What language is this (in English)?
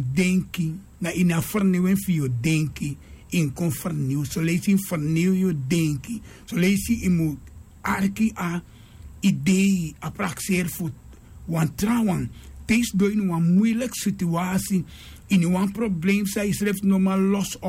Sranan Tongo